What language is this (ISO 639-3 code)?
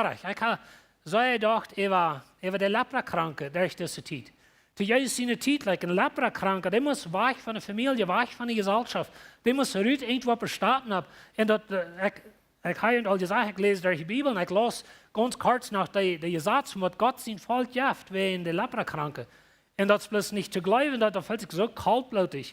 pdt